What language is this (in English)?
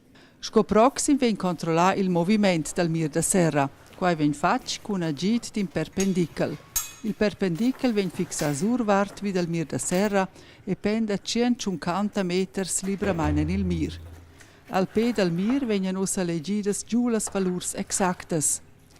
Romansh